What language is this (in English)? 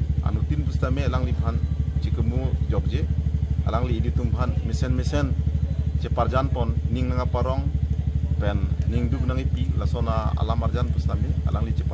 Karbi